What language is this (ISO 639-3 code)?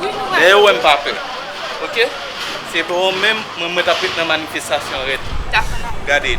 hat